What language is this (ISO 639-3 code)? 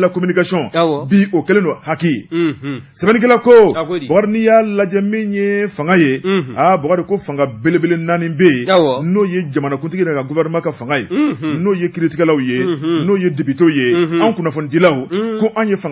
bam